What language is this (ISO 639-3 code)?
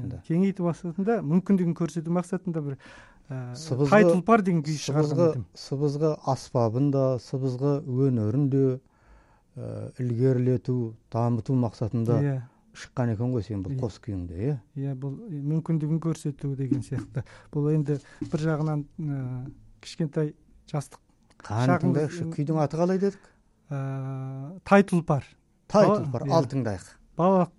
kaz